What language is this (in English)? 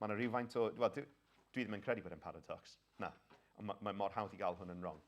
Welsh